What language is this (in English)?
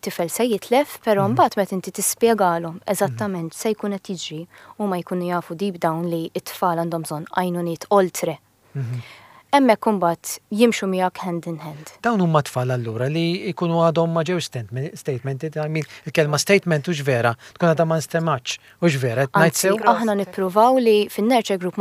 Maltese